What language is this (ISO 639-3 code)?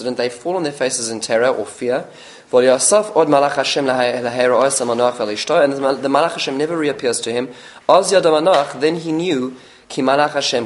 eng